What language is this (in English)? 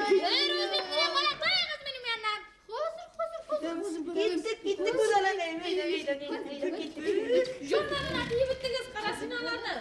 Bashkir